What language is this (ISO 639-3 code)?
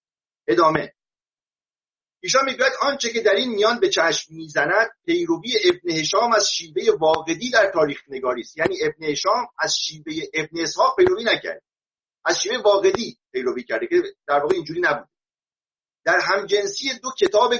fas